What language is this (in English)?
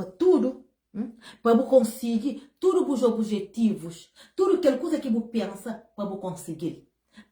Kabuverdianu